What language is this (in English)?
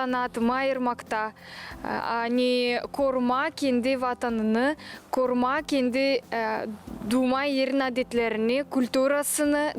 Gagauz